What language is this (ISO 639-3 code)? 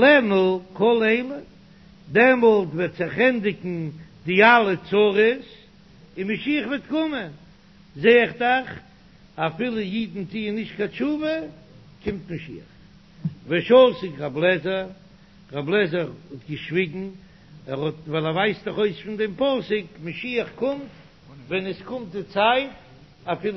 yid